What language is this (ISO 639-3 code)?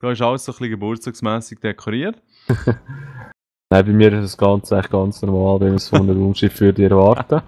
gsw